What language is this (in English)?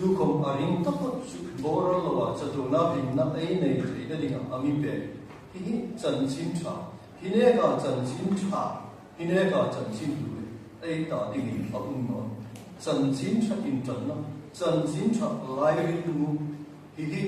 Hmar